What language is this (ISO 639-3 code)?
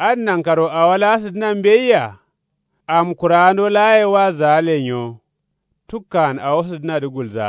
kau